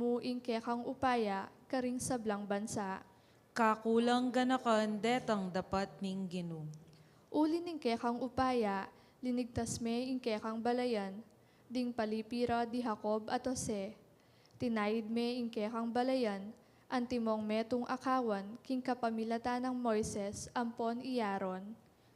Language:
Pampanga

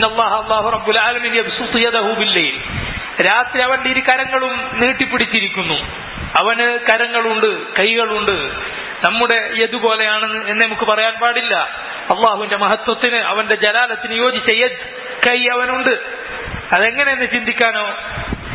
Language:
Malayalam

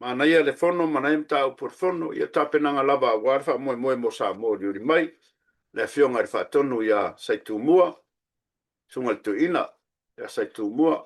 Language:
Samoan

